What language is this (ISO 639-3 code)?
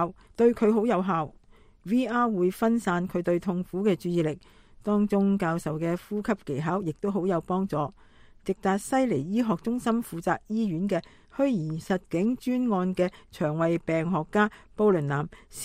yue